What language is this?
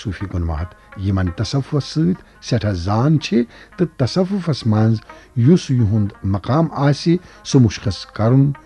Kashmiri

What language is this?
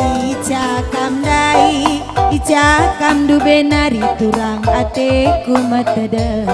Batak Karo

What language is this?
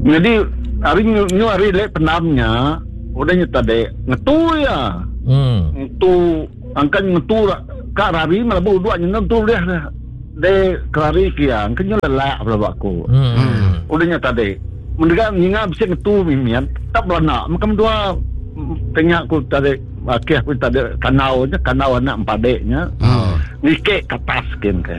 Iban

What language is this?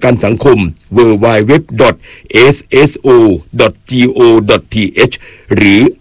Thai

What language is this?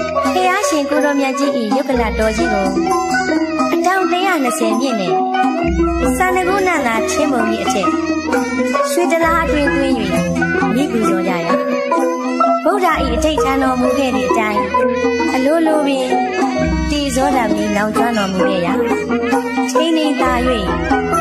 Burmese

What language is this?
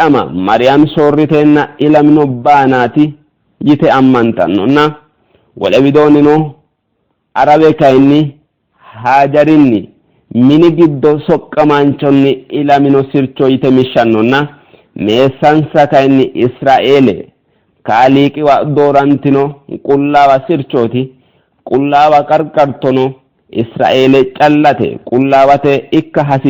Sidamo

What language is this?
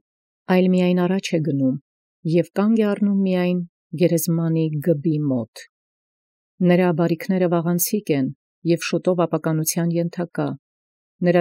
Armenian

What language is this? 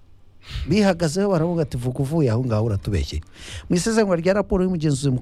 Kinyarwanda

